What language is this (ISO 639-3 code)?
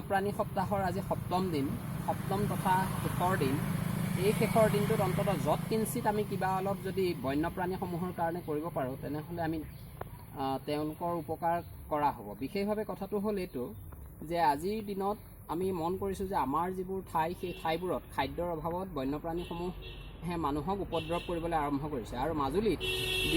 asm